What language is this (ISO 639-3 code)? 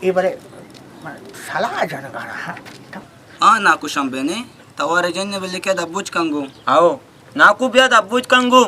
bal